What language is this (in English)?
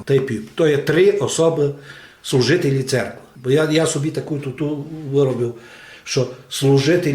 Rusyn